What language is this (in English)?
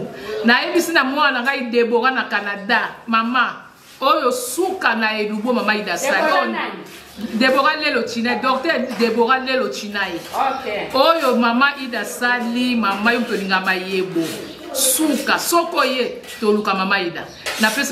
Lingala